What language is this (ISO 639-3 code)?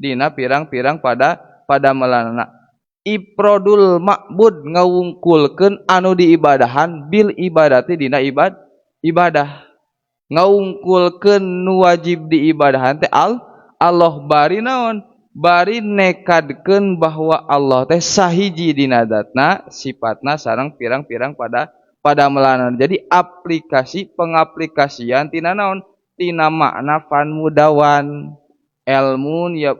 sun